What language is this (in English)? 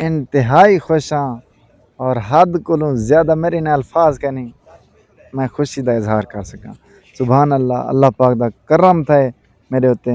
Saraiki